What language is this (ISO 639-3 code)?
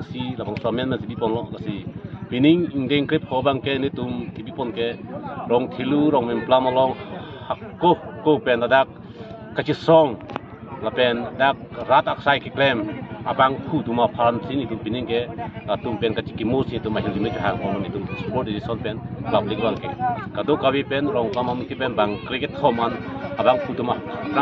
mjw